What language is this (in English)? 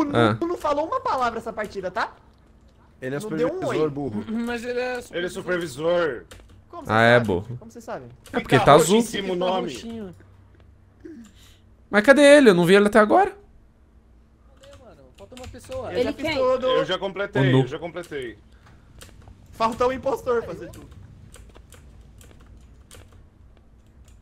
Portuguese